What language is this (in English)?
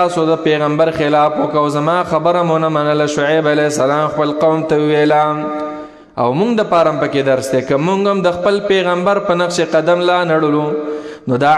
Pashto